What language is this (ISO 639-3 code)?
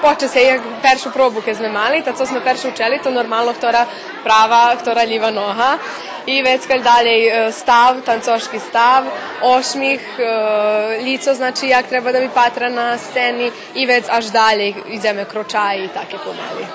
rue